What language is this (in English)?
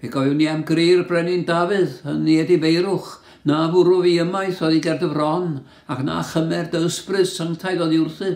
Welsh